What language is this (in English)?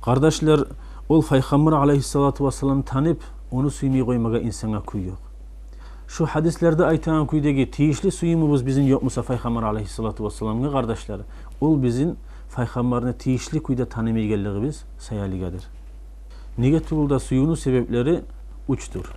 Kumyk